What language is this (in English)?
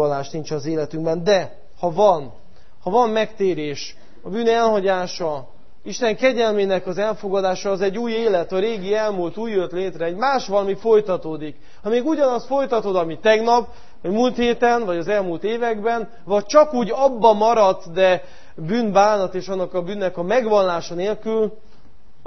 Hungarian